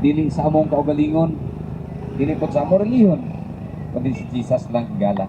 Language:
Cebuano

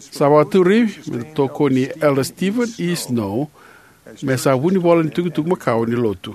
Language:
Fijian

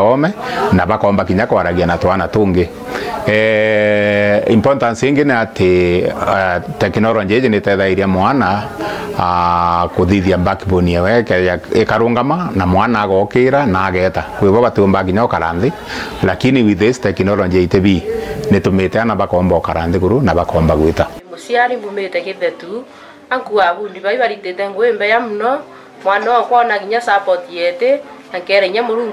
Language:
Meru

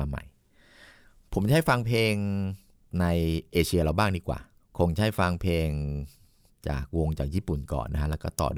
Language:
Thai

